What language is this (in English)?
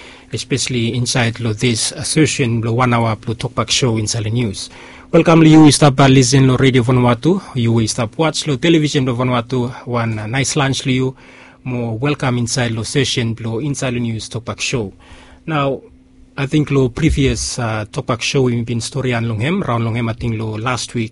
Bislama